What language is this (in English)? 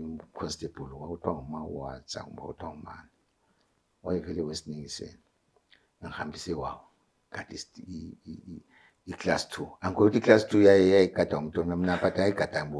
North Ndebele